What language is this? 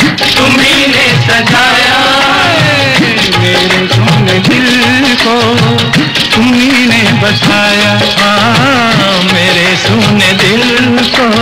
Hindi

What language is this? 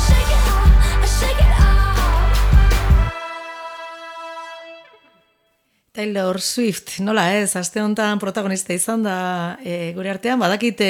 Basque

